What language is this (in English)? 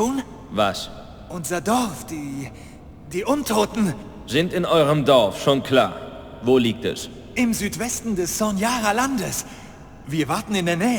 Bavarian